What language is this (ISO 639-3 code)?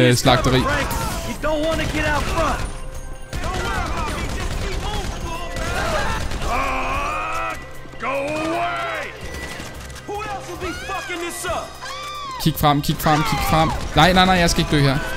dan